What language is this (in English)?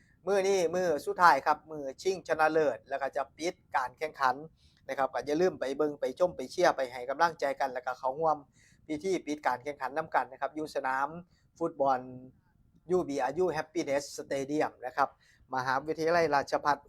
Northeastern Thai